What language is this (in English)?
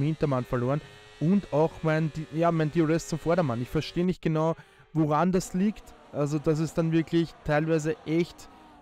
German